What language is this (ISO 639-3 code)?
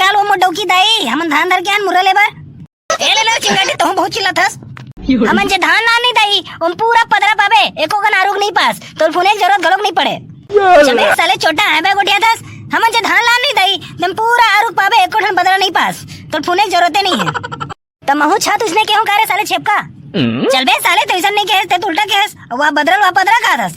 hne